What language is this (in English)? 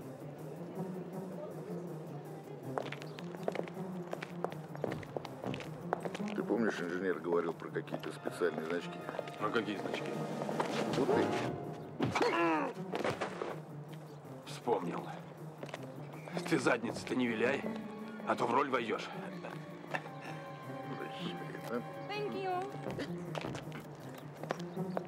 Russian